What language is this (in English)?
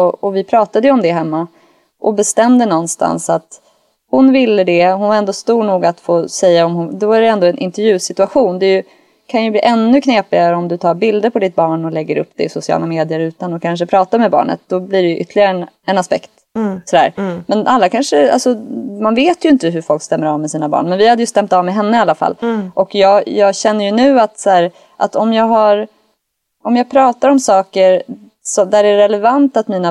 Swedish